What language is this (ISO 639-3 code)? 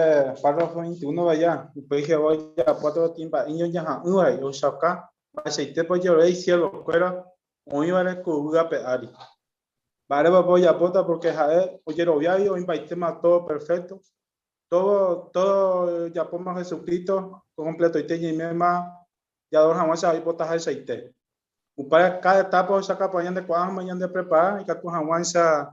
grn